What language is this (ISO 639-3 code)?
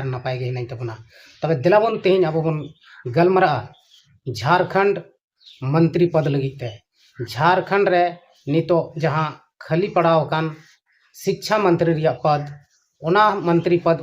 sat